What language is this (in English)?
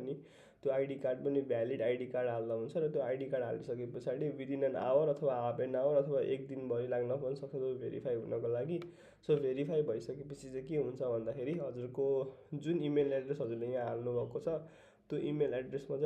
Nepali